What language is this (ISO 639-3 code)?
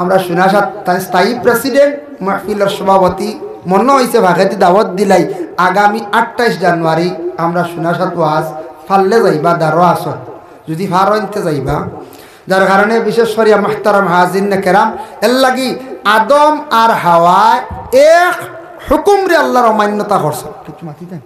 syl